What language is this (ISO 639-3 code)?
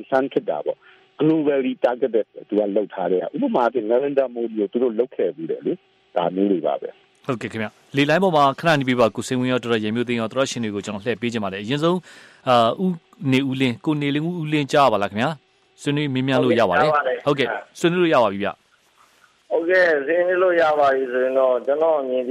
mya